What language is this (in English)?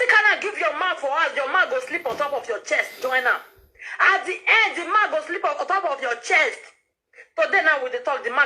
Nigerian Pidgin